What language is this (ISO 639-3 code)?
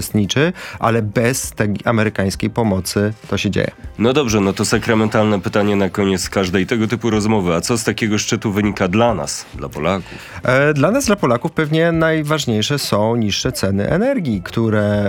pol